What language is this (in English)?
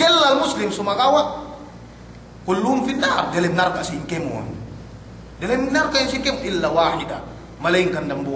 Yakan